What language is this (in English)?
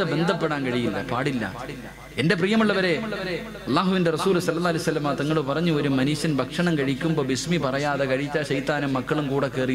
Malayalam